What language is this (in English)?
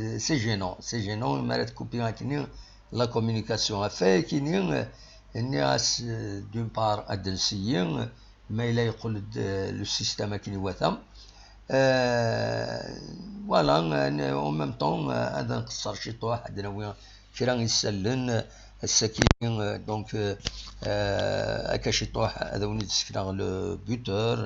Kabyle